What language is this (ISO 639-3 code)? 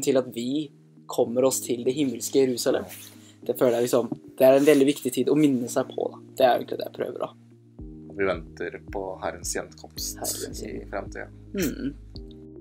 nor